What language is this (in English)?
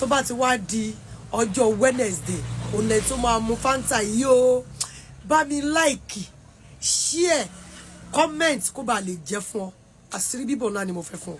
Yoruba